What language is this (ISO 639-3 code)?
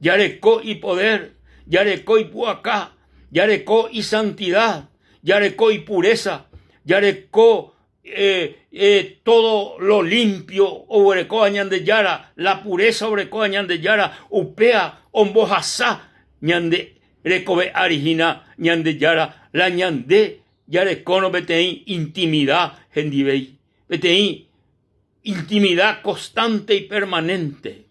grn